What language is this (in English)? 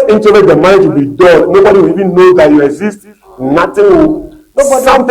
Ewe